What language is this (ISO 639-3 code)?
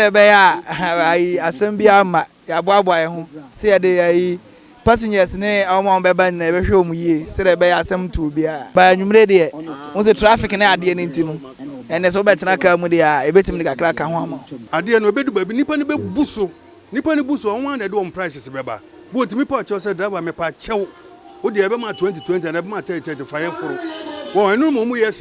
aka